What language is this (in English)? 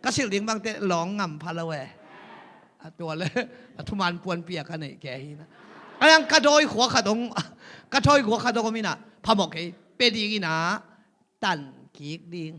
Tedim Chin